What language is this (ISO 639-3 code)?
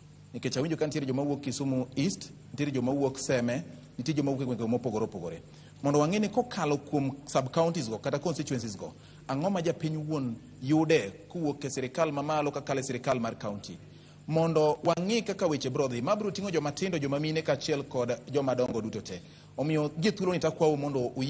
luo